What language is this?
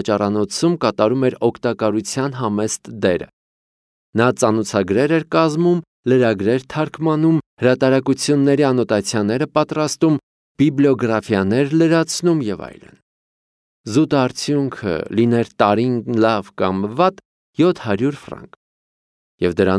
Armenian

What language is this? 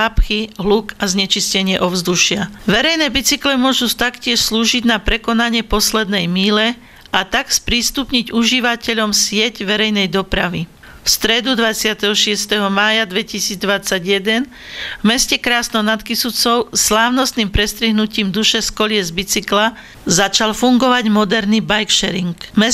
Slovak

